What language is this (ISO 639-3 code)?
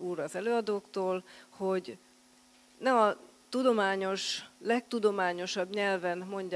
hun